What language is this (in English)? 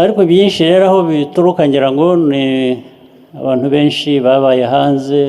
Kinyarwanda